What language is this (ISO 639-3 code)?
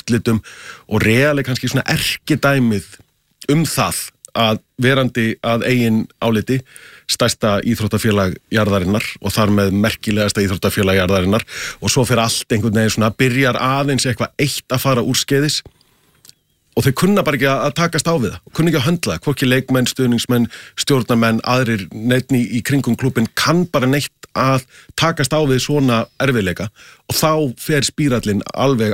isl